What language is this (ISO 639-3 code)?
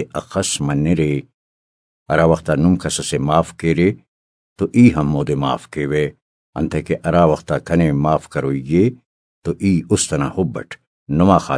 brh